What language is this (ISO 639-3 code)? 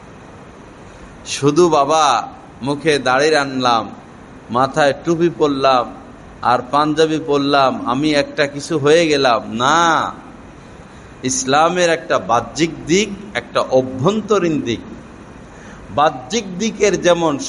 ben